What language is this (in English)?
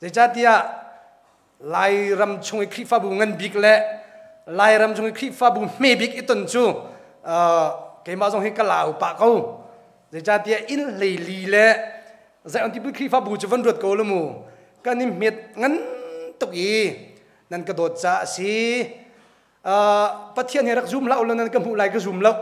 Hakha Chin